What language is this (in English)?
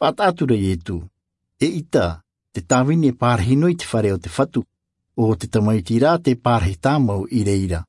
Tahitian